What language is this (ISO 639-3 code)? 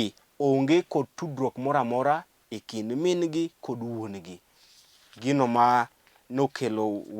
luo